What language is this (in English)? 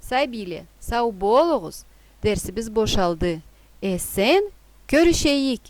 Karachay-Balkar